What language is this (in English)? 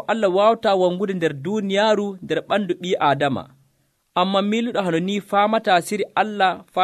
Nigerian Fulfulde